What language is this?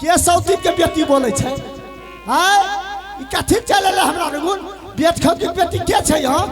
Maithili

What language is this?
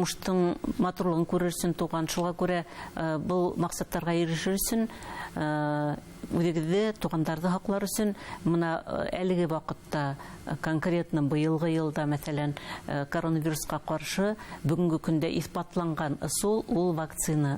Bashkir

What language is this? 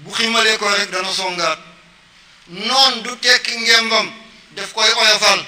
Wolof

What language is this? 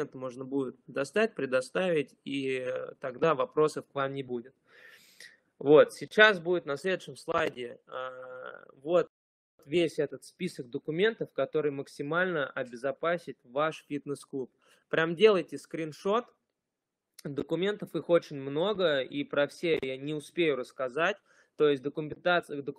Russian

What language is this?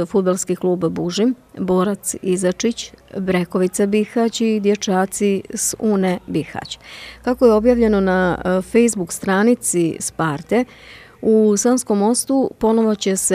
Bosnian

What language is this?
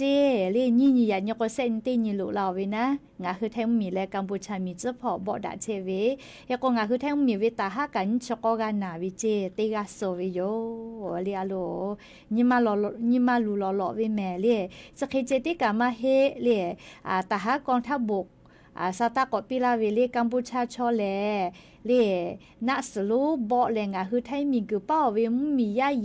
Lahu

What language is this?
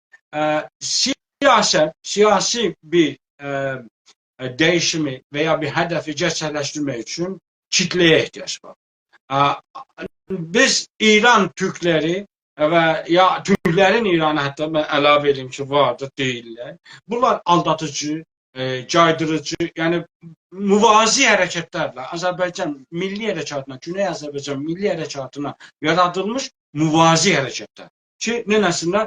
South Azerbaijani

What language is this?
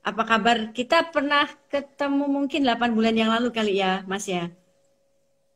Indonesian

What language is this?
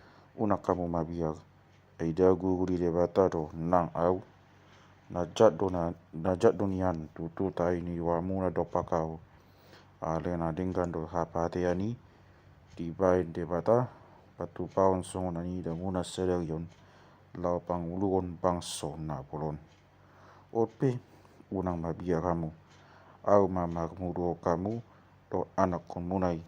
Batak Toba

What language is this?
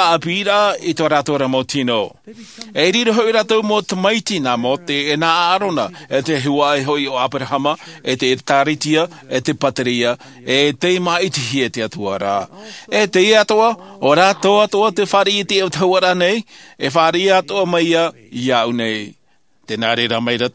Tahitian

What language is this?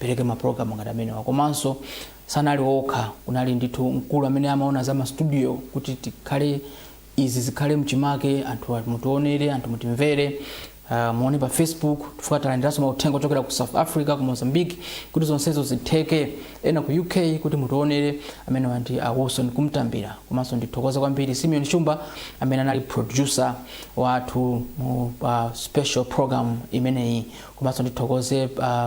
Nyanja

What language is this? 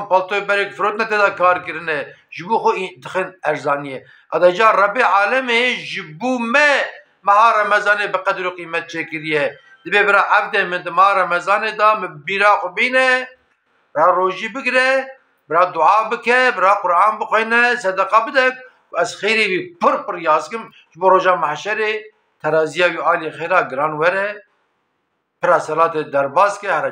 Kurdish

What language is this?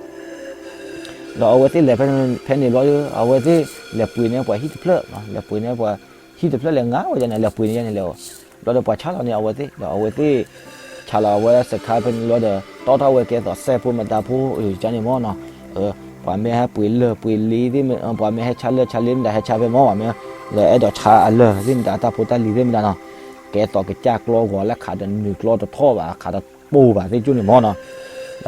S'gaw Karen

